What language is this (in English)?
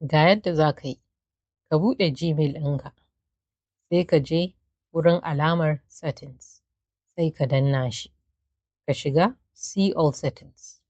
Hausa